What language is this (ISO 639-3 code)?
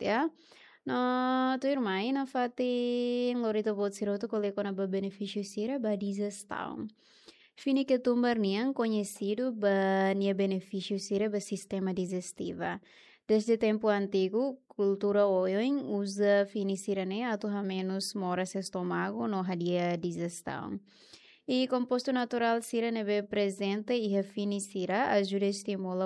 tet